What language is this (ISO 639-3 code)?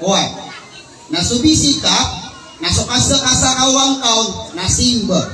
mrw